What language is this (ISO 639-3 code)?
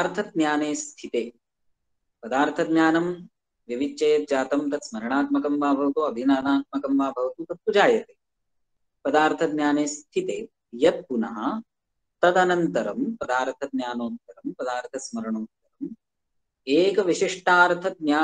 san